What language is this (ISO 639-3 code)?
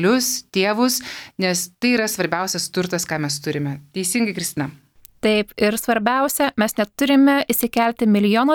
lit